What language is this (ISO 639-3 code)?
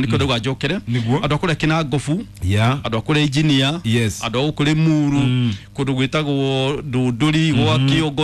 kik